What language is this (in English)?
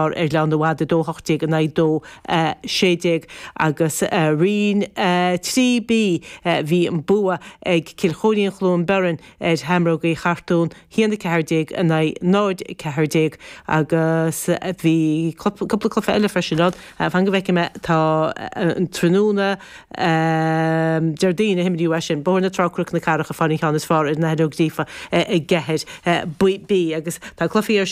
Irish